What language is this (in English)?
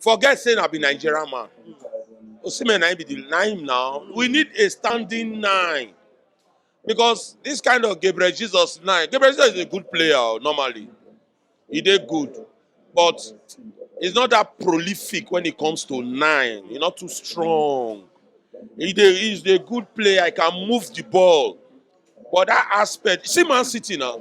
Nigerian Pidgin